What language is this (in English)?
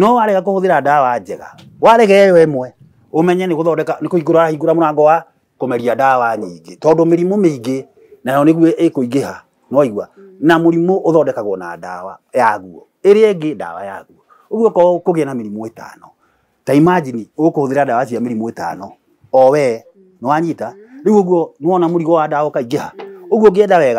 Kikuyu